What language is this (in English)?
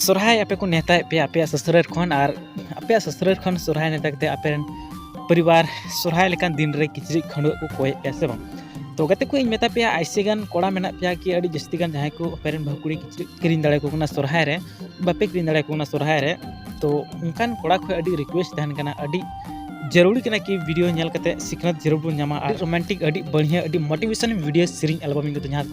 Santali